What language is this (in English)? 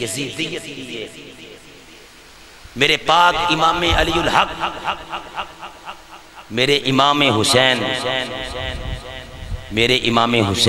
Urdu